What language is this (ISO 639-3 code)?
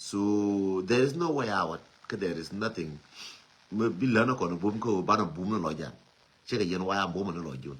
nus